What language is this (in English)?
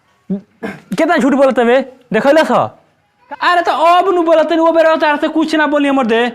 Bhojpuri